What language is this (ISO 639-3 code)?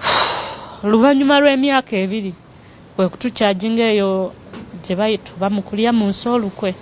lug